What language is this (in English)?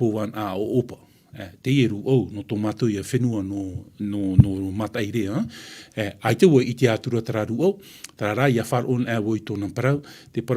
Tahitian